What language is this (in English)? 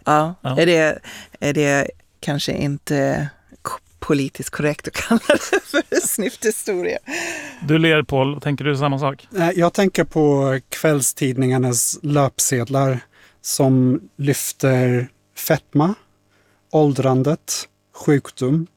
Swedish